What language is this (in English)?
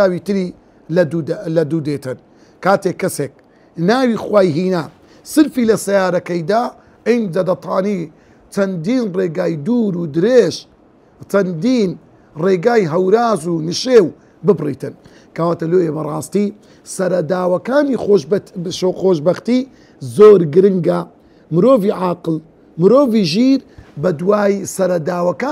Central Kurdish